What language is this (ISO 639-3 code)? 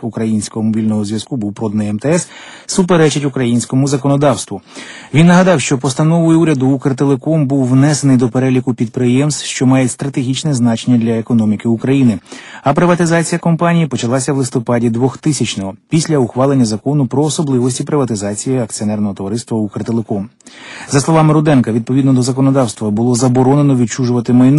ukr